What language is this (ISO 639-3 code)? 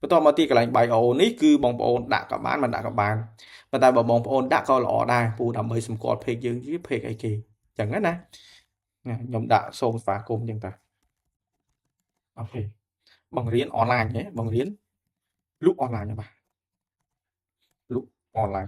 khm